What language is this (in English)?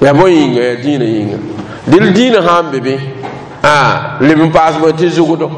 Mossi